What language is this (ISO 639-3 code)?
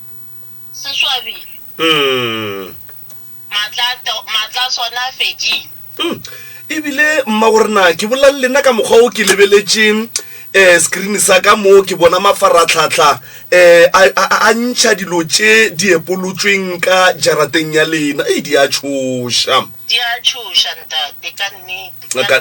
nso